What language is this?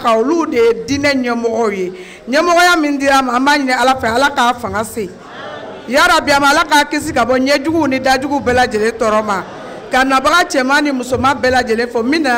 Bambara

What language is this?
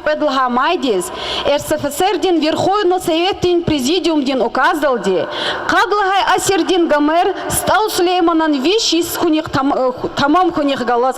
Lezghian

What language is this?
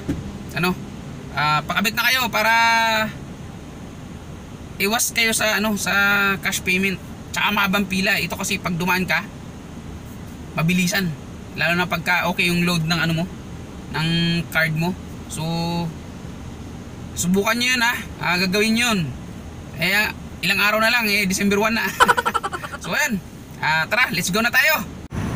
Filipino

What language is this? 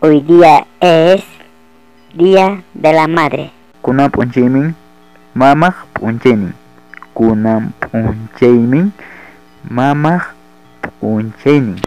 Ayacucho Quechua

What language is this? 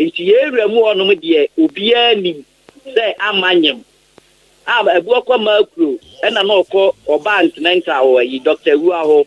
Akan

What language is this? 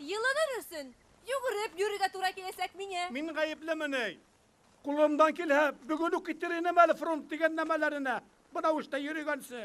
Bashkir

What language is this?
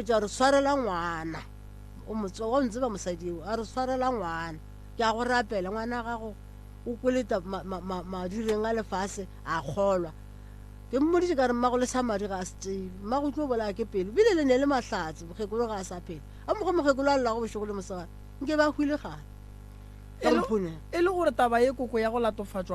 Northern Sotho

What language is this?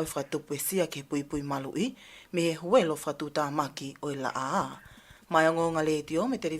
Tongan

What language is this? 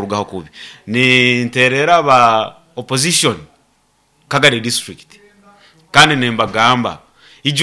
Nyoro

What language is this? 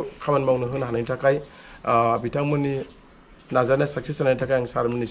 Bodo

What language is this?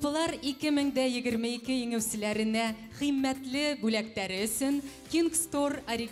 Bashkir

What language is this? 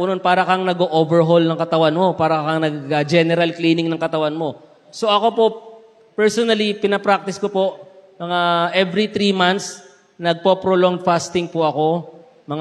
Filipino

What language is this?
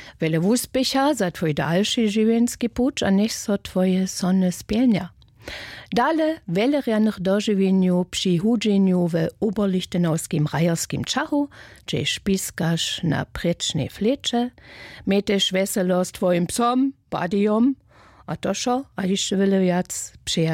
Upper Sorbian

